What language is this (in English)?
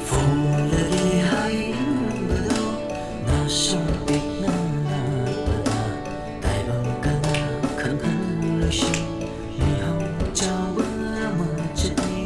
Manipuri